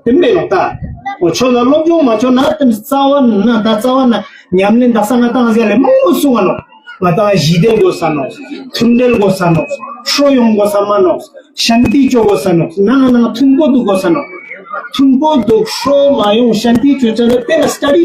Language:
Ladakhi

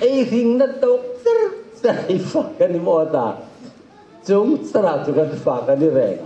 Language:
Hmar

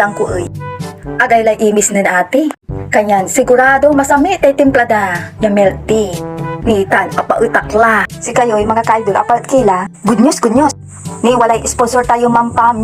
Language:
Pangasinan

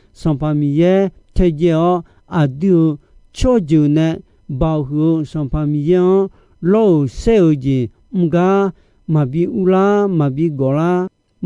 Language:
Akha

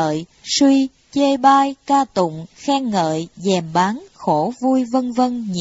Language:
Vietnamese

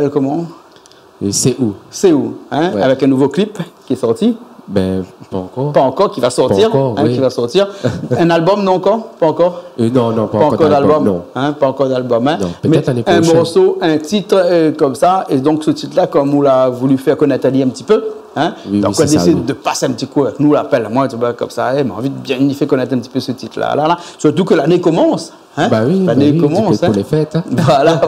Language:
Réunion Creole French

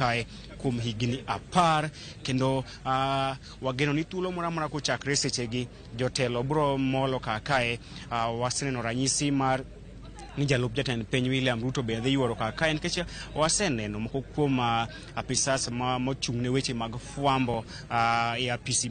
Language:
Luo (Kenya and Tanzania)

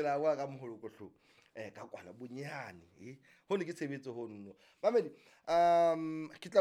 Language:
Southern Sotho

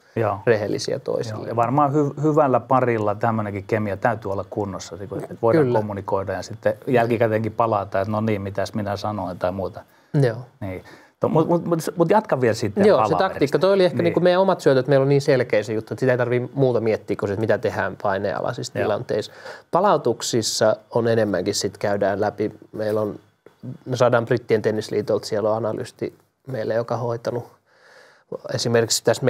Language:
Finnish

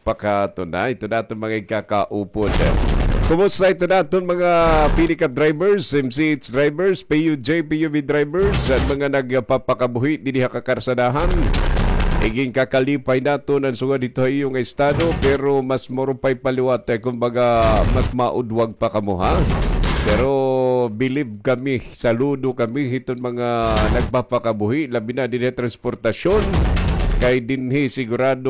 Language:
Waray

